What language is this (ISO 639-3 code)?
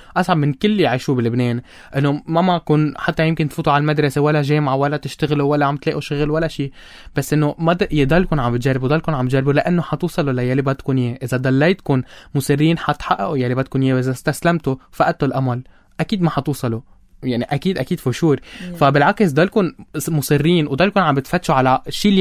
apc